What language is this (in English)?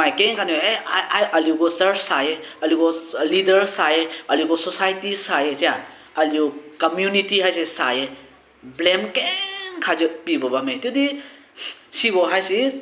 Liangmai Naga